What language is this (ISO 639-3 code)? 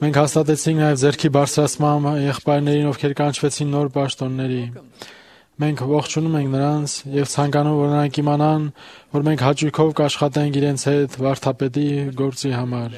hye